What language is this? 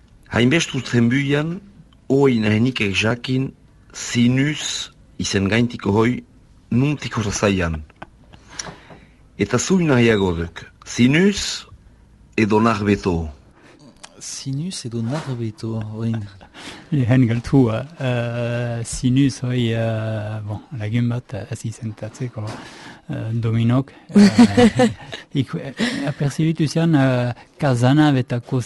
Basque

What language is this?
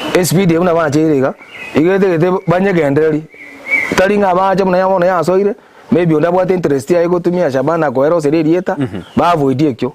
Gusii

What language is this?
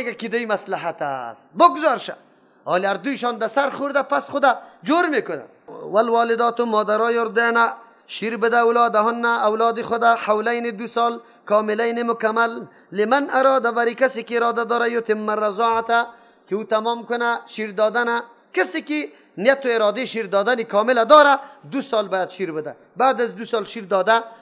Persian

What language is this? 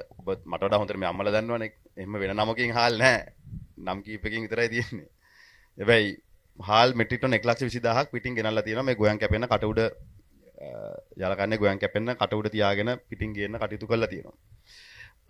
Sinhala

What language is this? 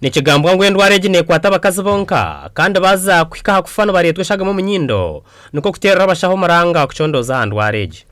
Nyankole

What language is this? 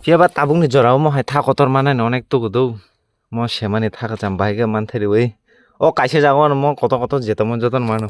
Kok Borok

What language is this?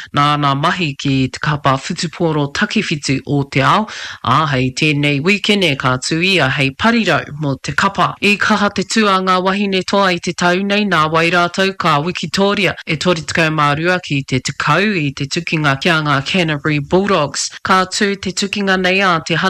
Māori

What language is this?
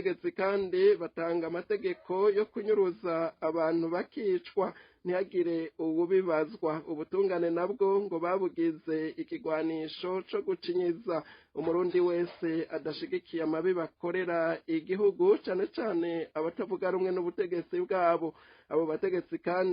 Rundi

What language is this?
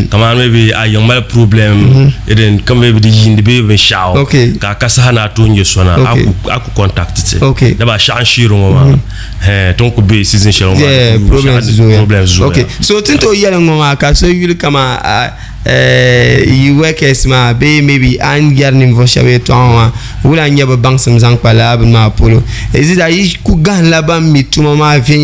Dagbani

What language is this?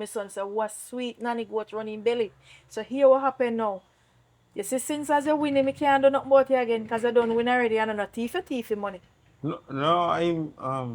Jamaican Creole English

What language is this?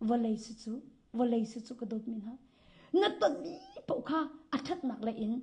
Hakha Chin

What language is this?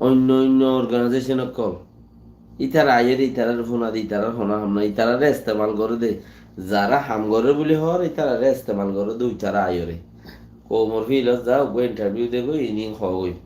Rohingya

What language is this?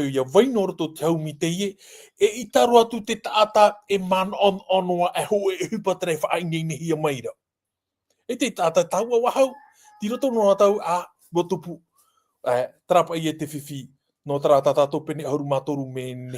Tahitian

